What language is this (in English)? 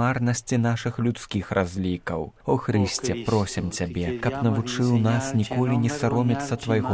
Belarusian